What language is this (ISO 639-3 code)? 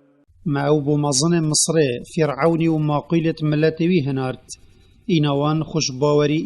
kur